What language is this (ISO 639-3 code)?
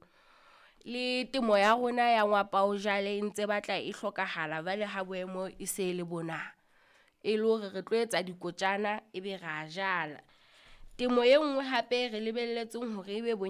sot